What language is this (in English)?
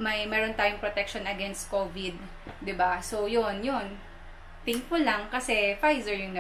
Filipino